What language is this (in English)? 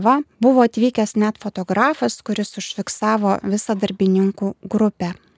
Lithuanian